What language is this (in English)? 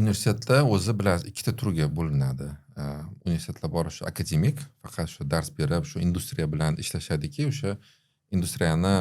Uzbek